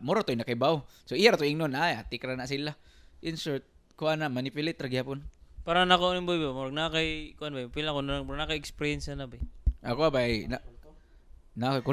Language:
Cebuano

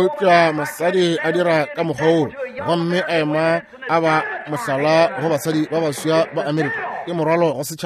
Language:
Northern Sotho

